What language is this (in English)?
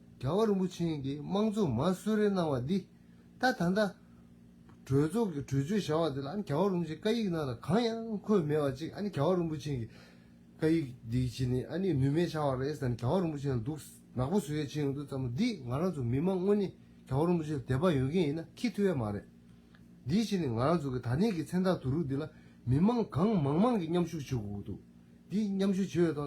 Tibetan